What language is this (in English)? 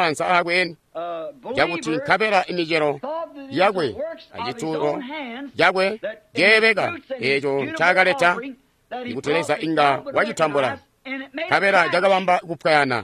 Tonga (Zambia)